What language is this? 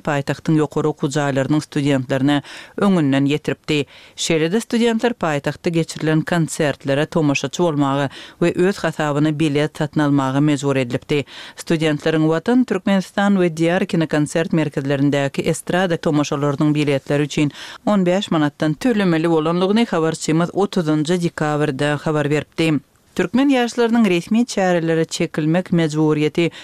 Turkmen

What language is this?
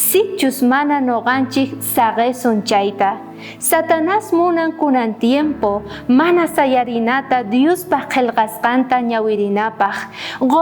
South Bolivian Quechua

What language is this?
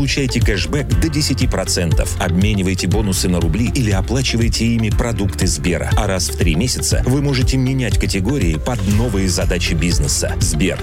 Russian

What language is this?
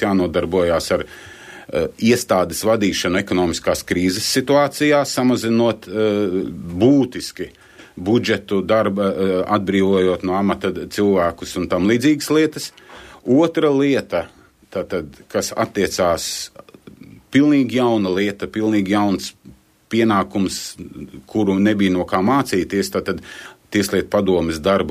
Latvian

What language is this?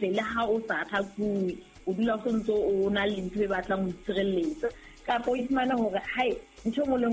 Southern Sotho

